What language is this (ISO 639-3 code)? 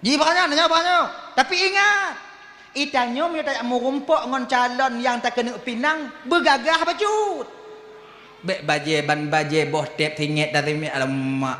ace